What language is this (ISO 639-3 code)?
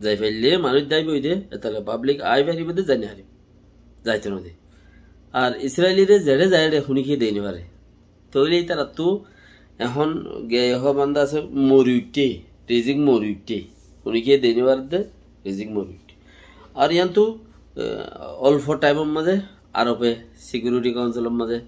rhg